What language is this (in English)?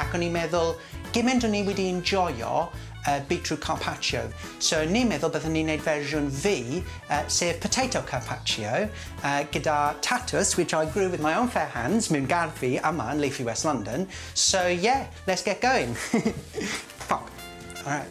Welsh